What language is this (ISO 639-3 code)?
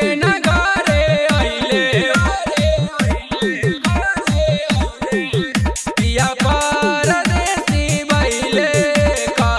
bho